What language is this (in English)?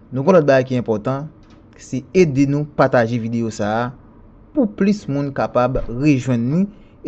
Haitian Creole